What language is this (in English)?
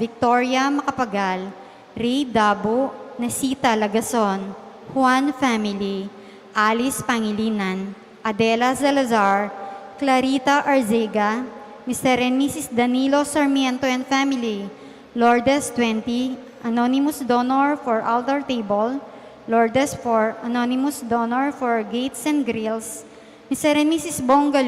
Pampanga